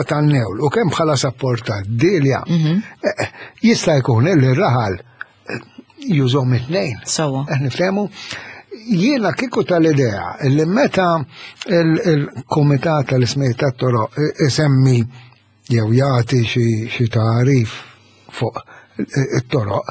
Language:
Maltese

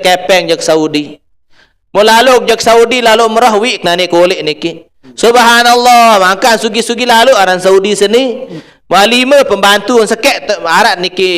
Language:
Sasak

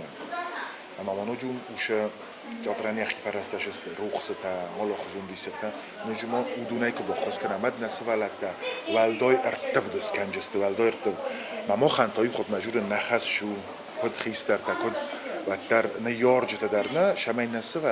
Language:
Ossetic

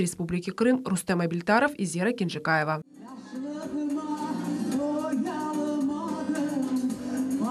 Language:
Crimean Tatar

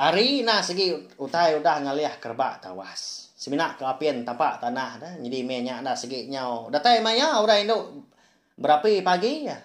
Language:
Iban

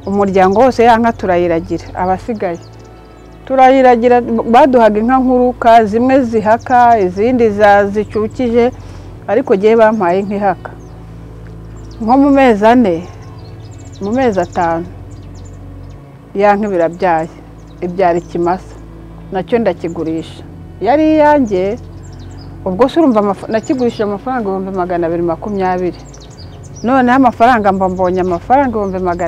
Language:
Kinyarwanda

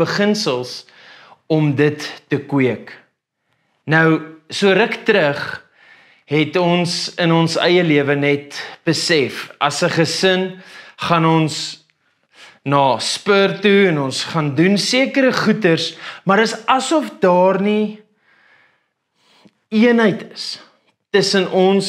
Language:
Afrikaans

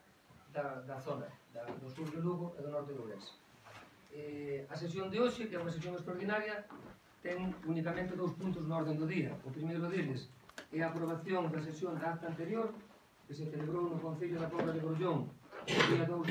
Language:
Galician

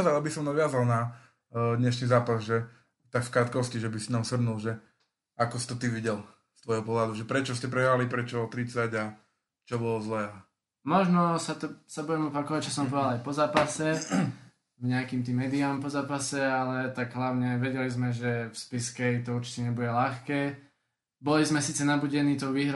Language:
Slovak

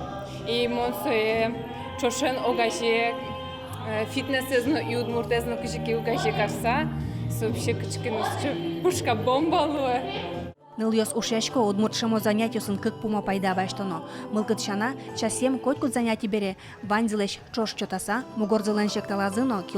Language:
Udmurt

